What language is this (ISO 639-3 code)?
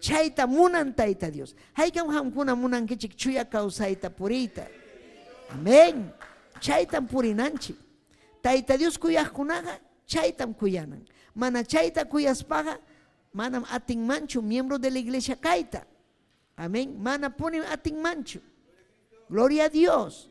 quy